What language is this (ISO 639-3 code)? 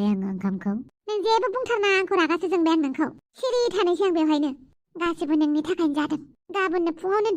brx